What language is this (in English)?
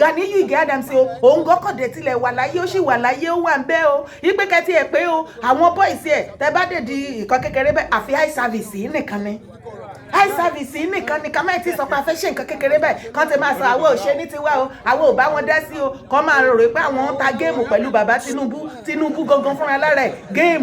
Yoruba